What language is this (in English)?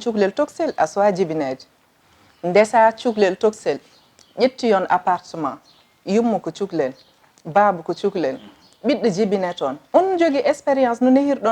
Fula